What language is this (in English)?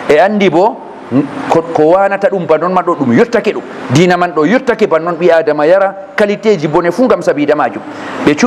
Fula